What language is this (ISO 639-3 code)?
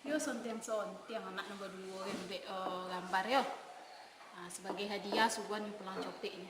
min